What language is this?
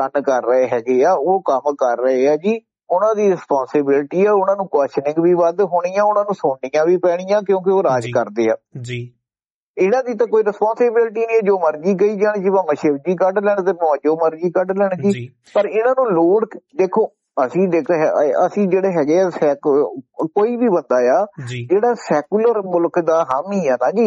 Punjabi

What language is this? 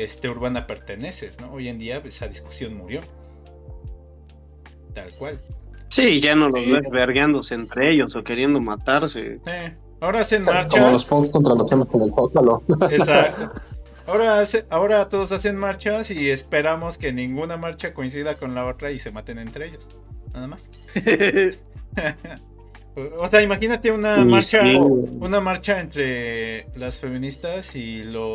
Spanish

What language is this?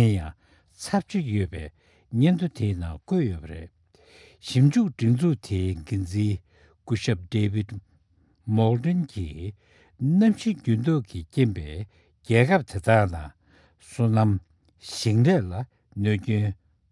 Tibetan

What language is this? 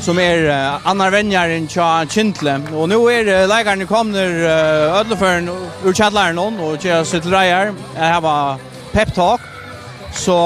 Faroese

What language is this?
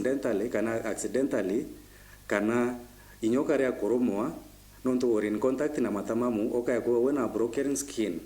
Meru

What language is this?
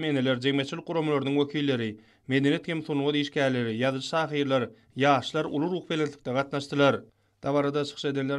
Turkmen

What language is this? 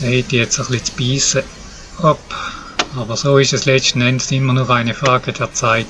Swiss German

